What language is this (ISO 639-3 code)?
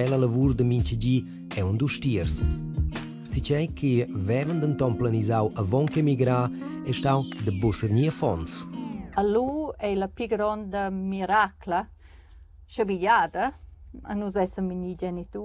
roh